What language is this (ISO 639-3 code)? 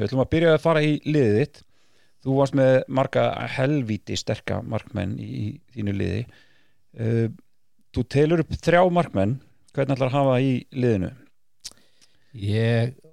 isl